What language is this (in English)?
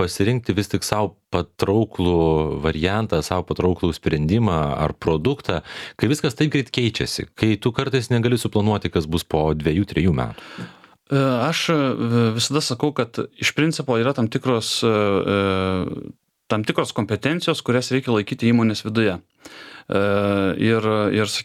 Lithuanian